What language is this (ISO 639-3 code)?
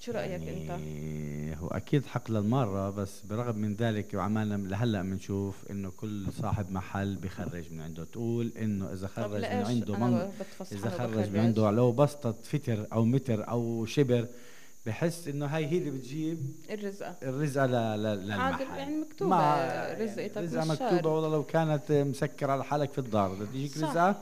apc